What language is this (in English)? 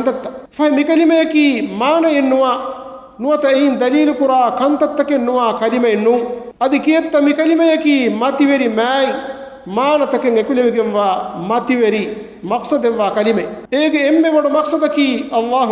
Divehi